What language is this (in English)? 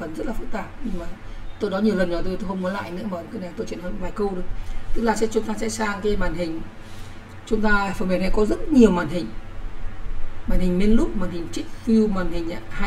Vietnamese